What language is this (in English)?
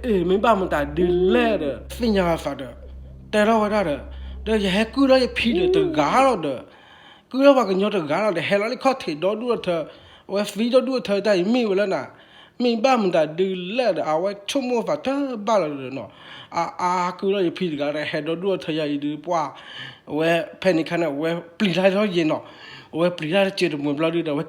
S'gaw Karen